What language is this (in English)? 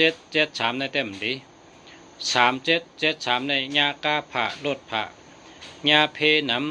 Shan